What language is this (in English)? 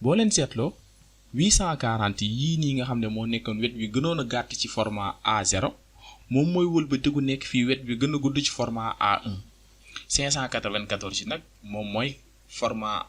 Wolof